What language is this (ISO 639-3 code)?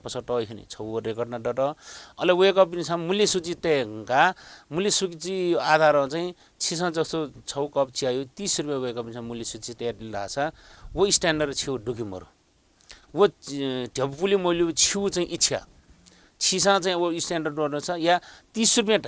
new